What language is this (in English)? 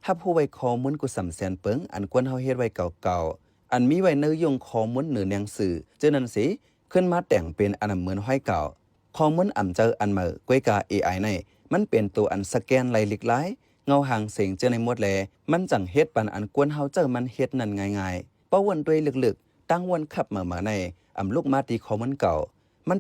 Shan